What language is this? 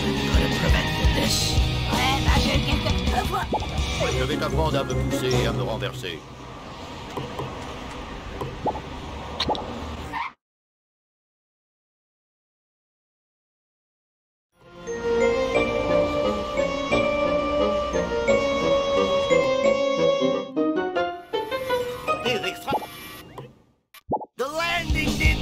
French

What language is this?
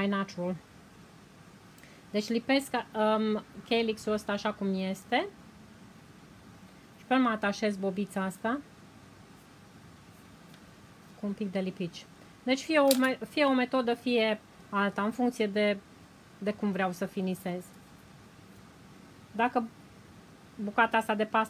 Romanian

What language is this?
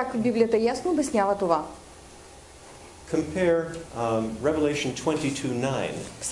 Bulgarian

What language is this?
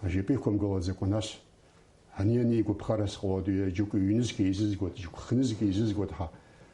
Abkhazian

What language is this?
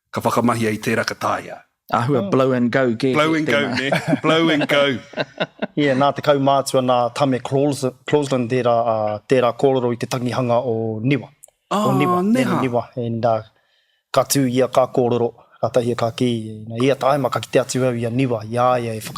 Māori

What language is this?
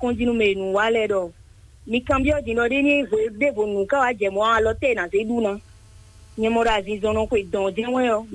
Fon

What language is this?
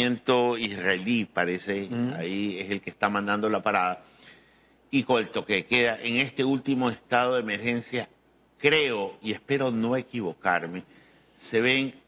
Spanish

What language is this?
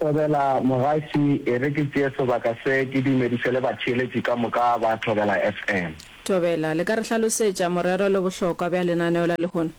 Northern Sotho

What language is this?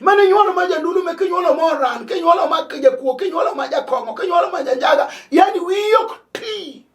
Luo (Kenya and Tanzania)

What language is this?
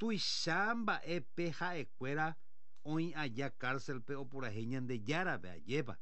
Guarani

